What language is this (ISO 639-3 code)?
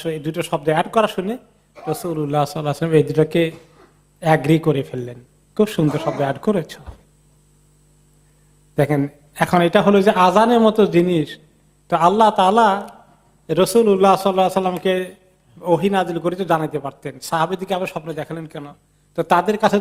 ben